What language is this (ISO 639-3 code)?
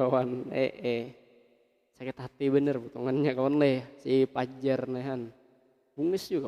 bjn